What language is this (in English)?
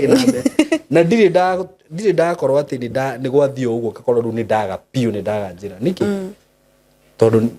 Kikuyu